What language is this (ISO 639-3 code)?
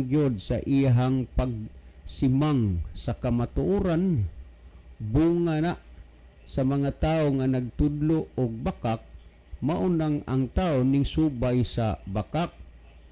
ceb